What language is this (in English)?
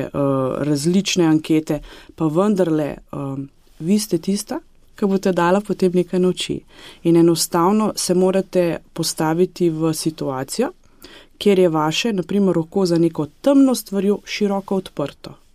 Slovenian